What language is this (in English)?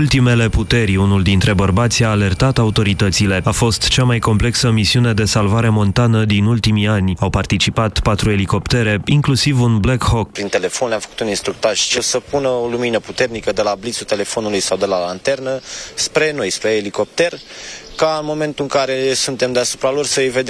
Romanian